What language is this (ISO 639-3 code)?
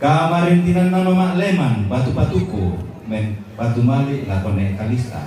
sda